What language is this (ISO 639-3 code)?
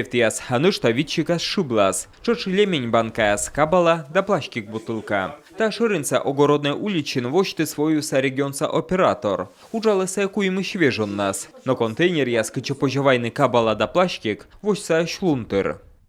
kom